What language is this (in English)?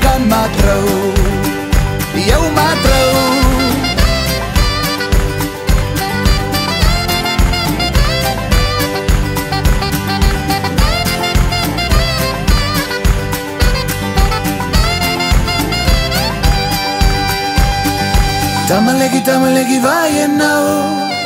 Afrikaans